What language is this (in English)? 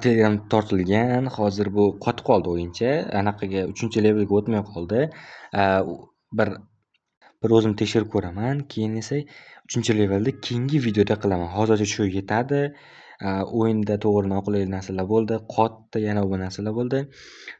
Uzbek